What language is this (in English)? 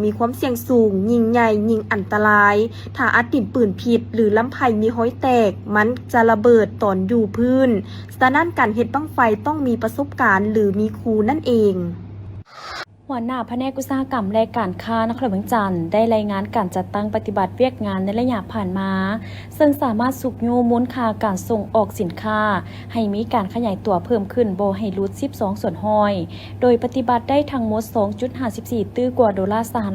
Lao